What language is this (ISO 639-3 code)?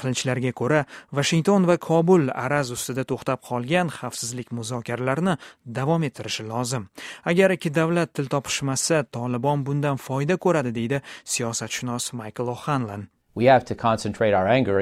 uzb